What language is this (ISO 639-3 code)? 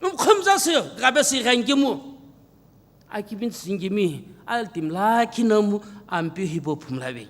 nsm